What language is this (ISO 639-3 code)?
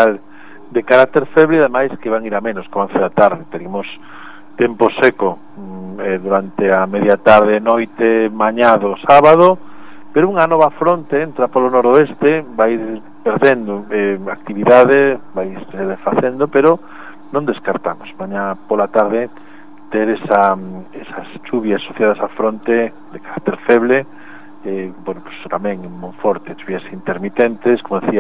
glg